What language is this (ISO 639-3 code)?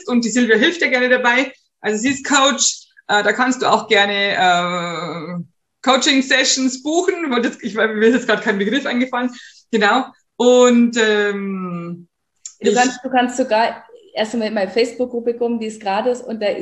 deu